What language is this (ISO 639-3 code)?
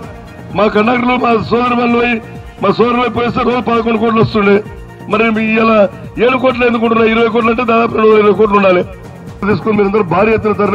tel